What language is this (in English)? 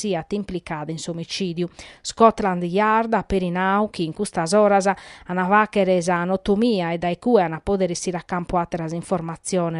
Sardinian